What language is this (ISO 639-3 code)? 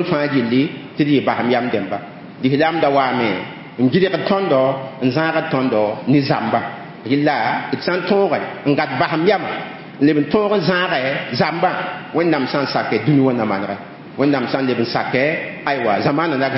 mos